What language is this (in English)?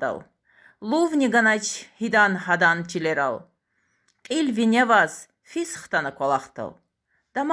Lezghian